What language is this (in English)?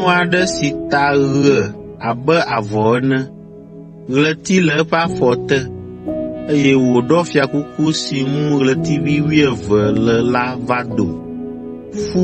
Ewe